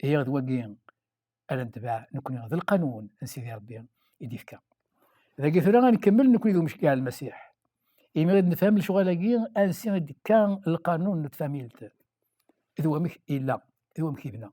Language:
Kabyle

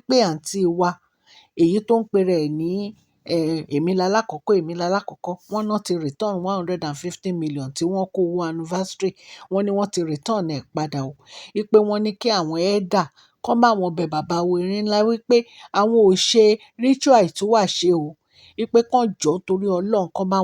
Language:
Yoruba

